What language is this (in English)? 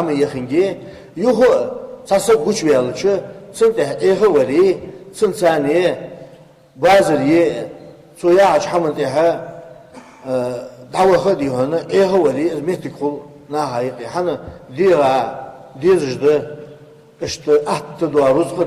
Ingush